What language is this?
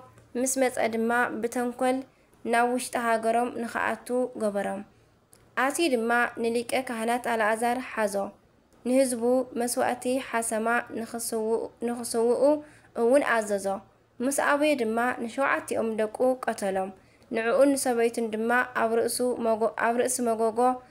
Tigrinya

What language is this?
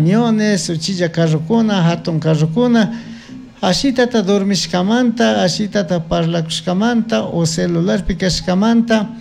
Chimborazo Highland Quichua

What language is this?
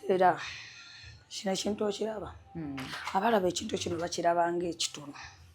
Ganda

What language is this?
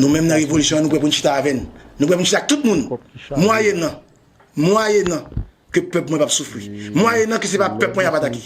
Haitian Creole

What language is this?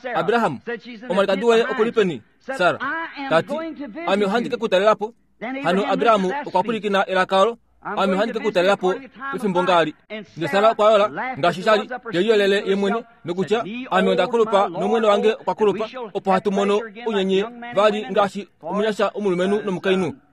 Kuanyama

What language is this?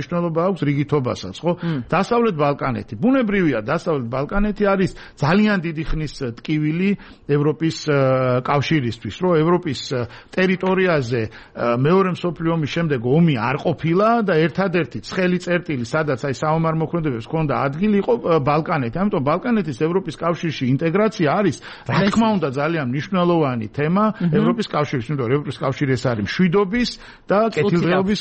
Georgian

